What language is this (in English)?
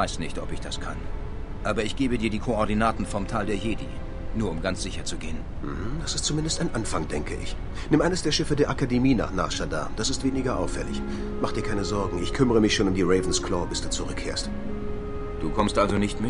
Bavarian